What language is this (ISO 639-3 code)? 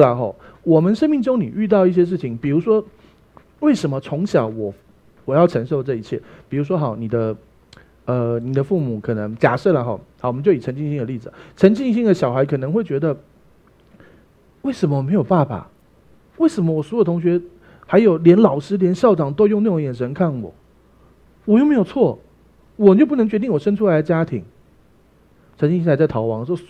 zho